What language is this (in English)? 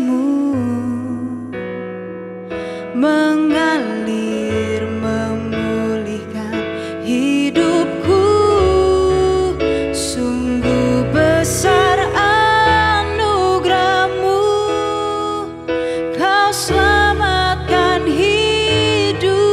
Indonesian